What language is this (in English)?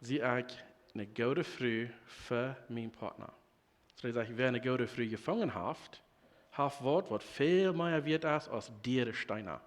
Plautdietsch